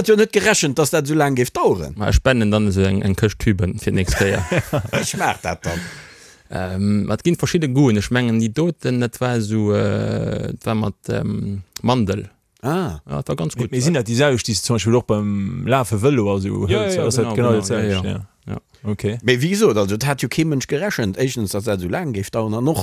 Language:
Luxembourgish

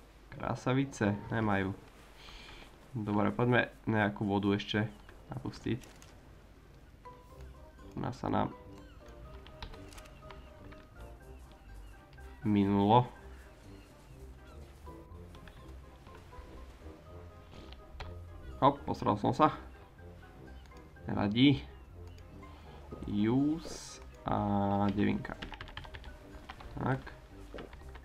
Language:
Slovak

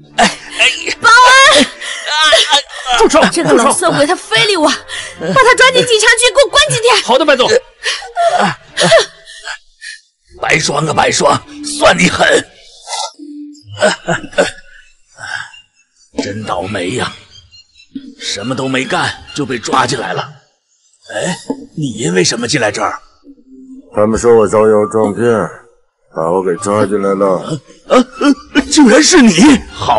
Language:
Chinese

